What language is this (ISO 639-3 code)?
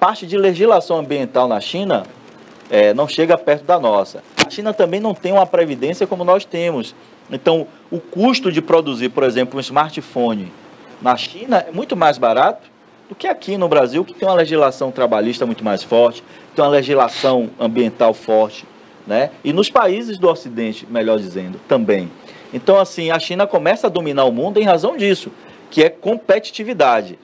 por